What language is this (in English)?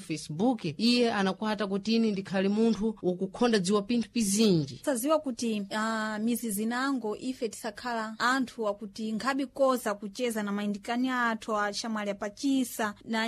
Sena